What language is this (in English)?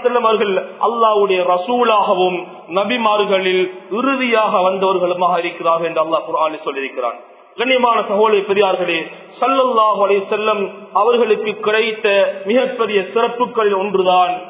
Tamil